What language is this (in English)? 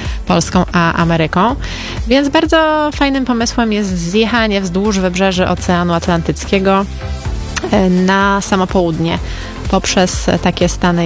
Polish